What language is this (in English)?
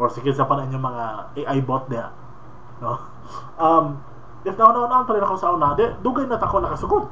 Cebuano